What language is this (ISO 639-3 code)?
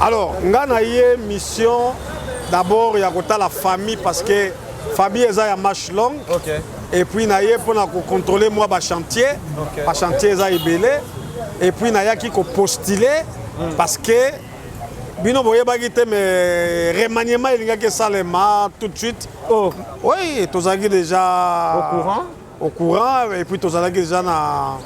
lin